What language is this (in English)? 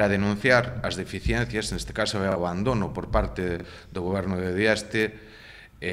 Galician